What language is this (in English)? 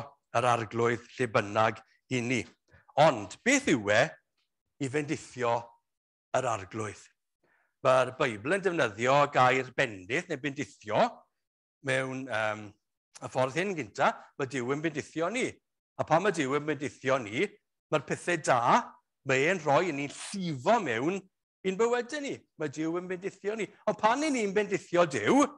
Welsh